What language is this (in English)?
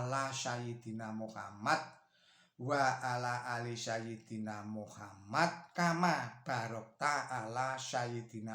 Javanese